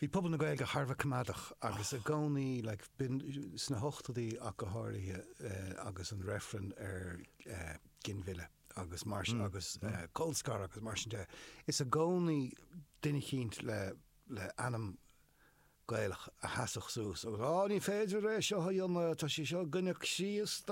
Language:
Irish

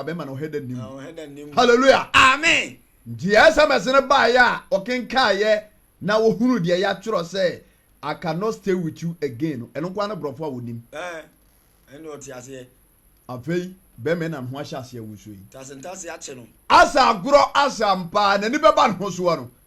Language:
Akan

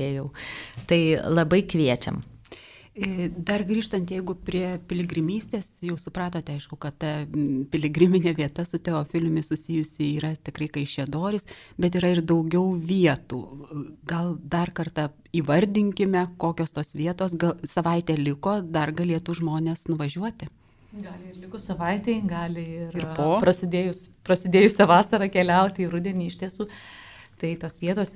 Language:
Lithuanian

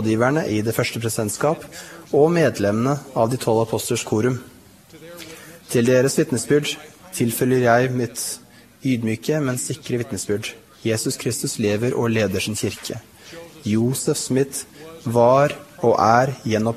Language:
Norwegian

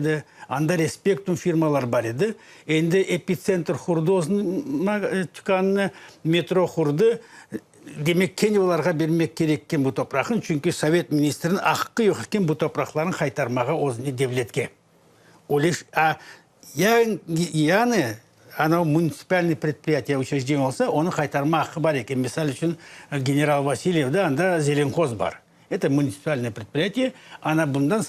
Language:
Crimean Tatar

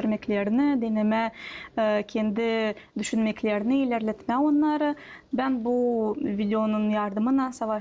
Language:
Gagauz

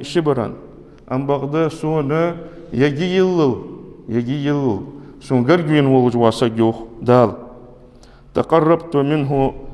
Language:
Ingush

